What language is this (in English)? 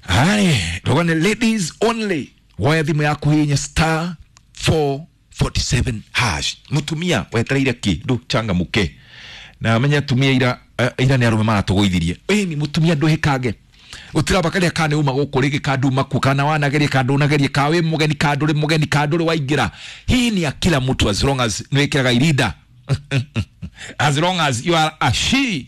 Kikuyu